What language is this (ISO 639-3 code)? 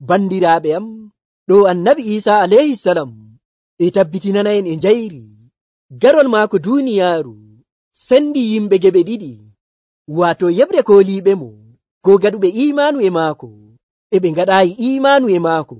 fuv